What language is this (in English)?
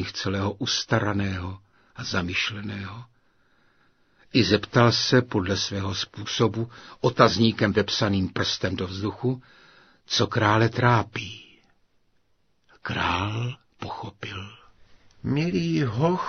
Czech